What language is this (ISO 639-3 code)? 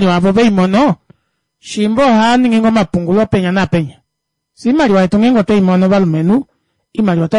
kua